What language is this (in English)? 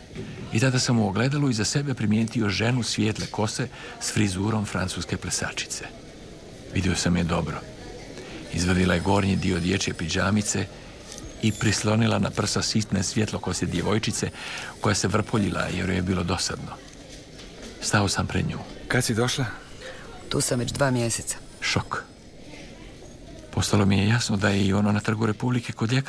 Croatian